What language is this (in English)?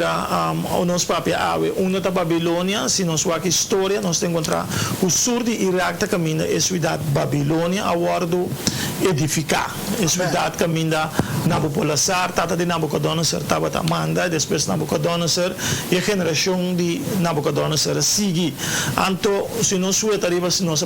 Papiamento